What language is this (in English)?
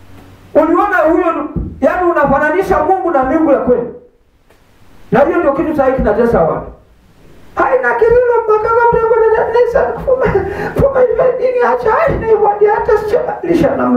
Swahili